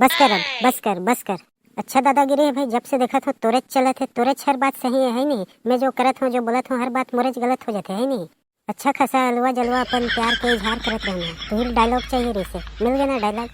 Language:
Chhattisgarhi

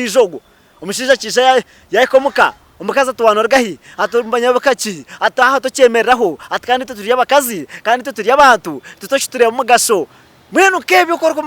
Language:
Nyankole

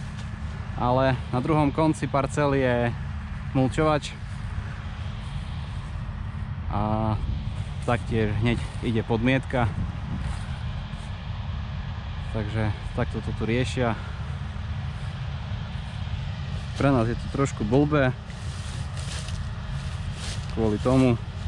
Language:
Slovak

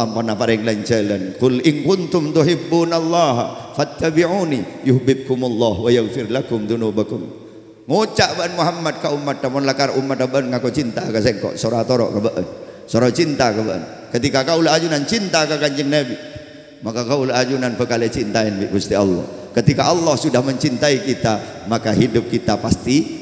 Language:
Madurese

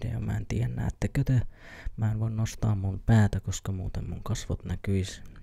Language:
Finnish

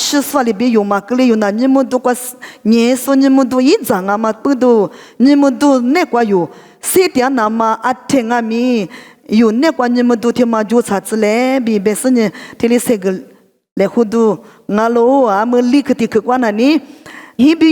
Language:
Lisu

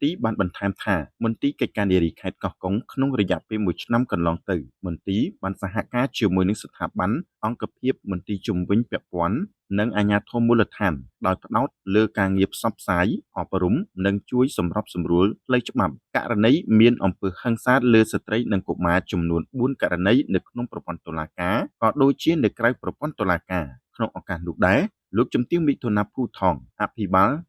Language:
Khmer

